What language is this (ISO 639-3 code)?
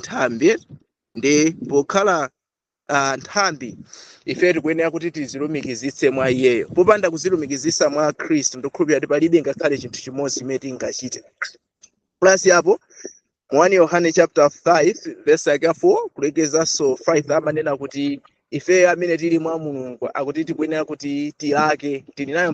nya